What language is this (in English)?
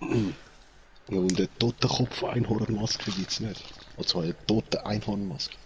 Swiss German